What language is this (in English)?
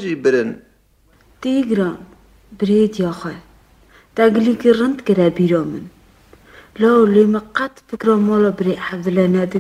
Kurdish